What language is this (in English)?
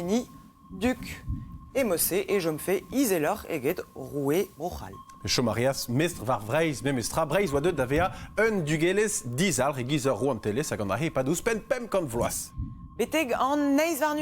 Breton